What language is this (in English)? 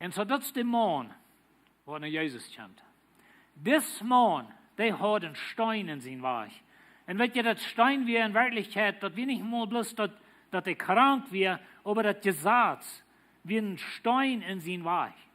Plautdietsch